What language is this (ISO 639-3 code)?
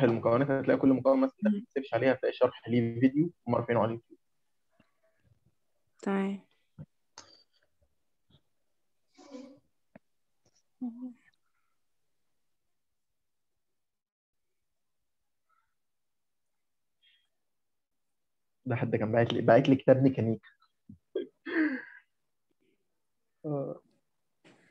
arz